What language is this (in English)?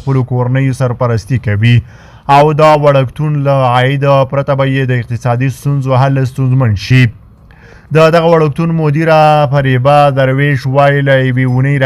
Pashto